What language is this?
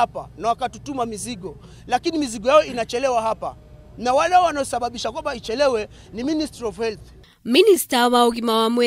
Kikuyu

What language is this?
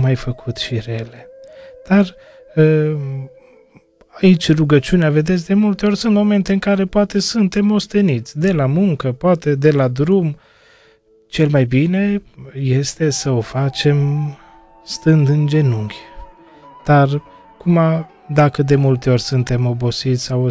Romanian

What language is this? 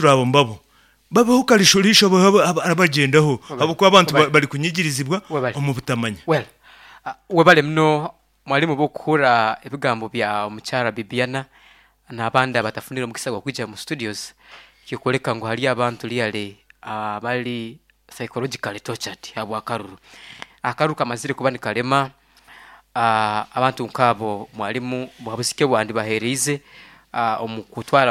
Nyoro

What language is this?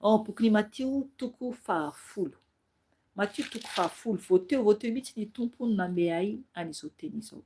Malagasy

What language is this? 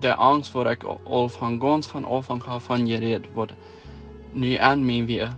Plautdietsch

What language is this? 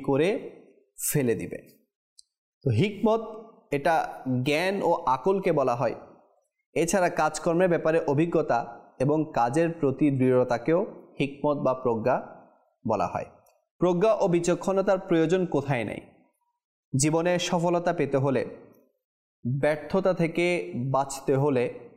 Bangla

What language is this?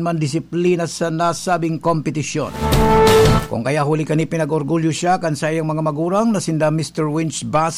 Bikol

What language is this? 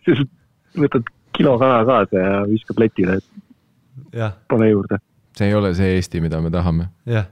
Estonian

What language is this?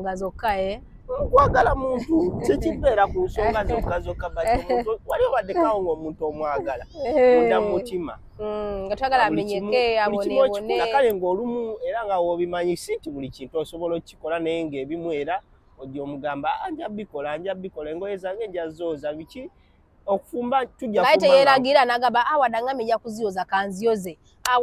Ganda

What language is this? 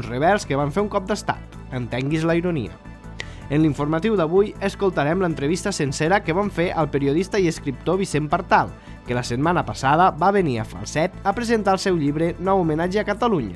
Catalan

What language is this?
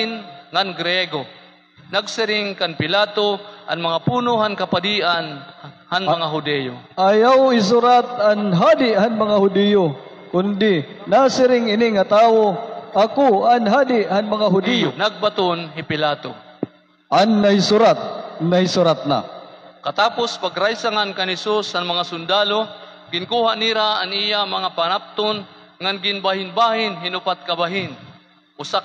Waray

